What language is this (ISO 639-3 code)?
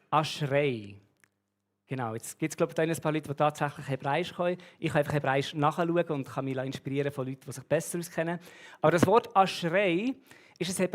gsw